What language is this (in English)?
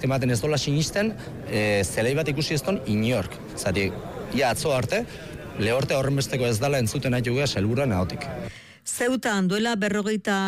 Basque